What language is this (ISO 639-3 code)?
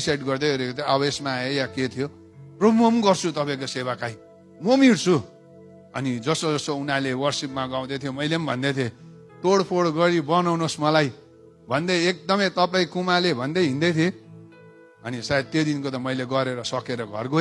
nep